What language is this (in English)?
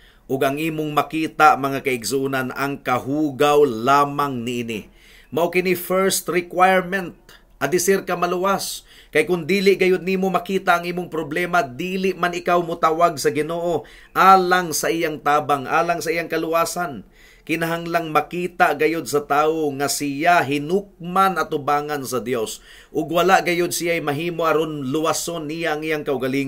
Cebuano